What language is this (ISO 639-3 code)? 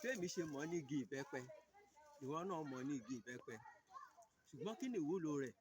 yor